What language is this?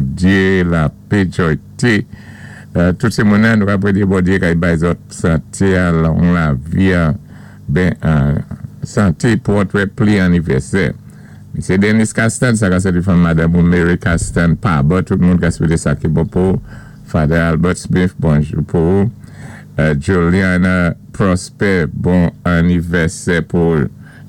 Saint Lucian Creole French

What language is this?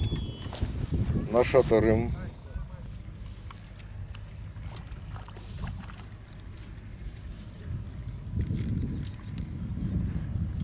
Russian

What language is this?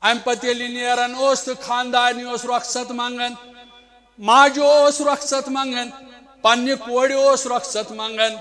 Kashmiri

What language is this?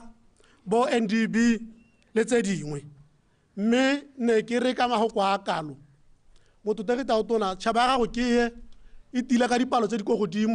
Tswana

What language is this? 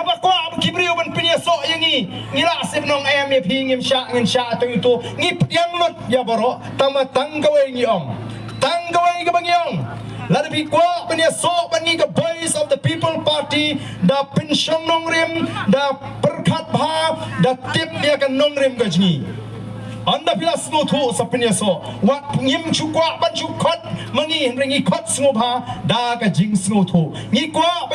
Khasi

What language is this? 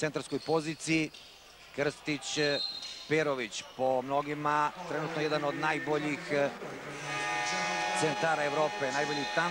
Serbian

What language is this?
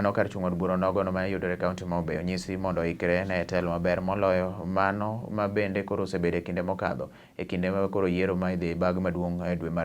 Luo (Kenya and Tanzania)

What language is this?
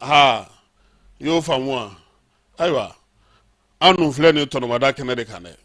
Bambara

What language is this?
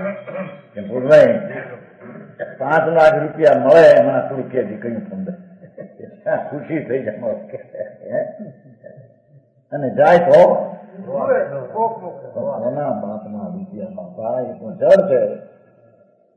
Gujarati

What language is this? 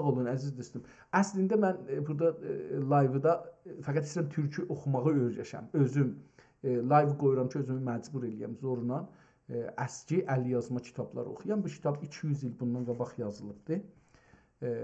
South Azerbaijani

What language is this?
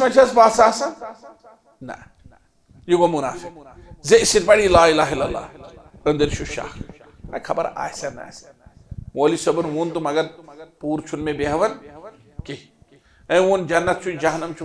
Kashmiri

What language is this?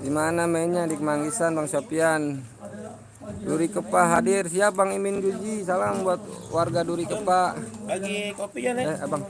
Betawi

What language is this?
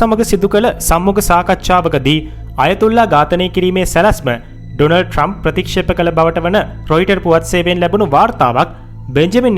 Sinhala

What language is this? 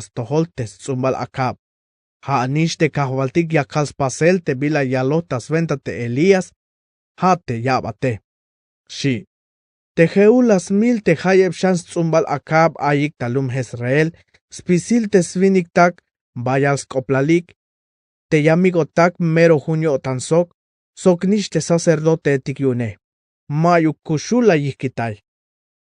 Tzeltal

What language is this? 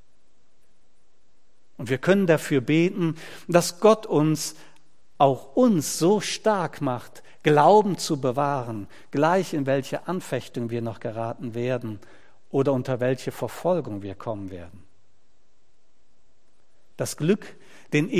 German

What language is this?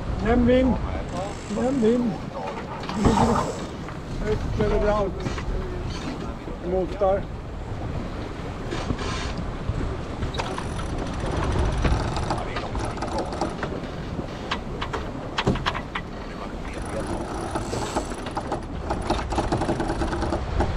Swedish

